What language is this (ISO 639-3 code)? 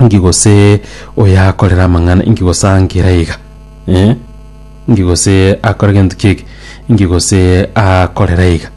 guz